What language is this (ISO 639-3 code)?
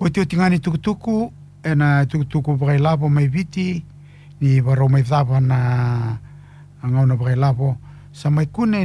fij